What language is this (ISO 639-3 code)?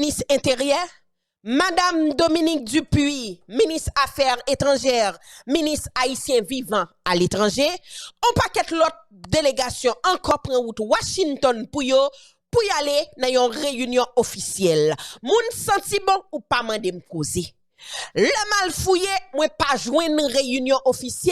hat